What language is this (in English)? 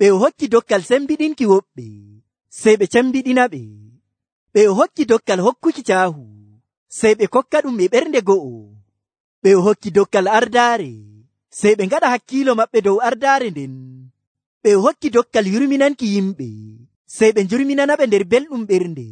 Nigerian Fulfulde